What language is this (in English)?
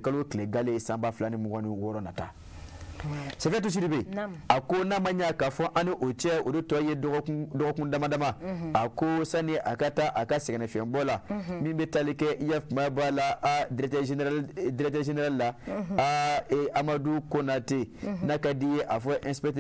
Bambara